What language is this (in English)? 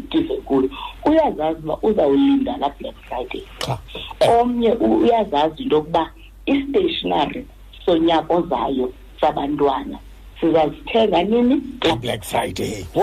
Xhosa